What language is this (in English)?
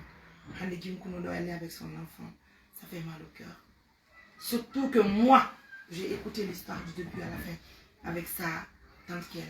Fula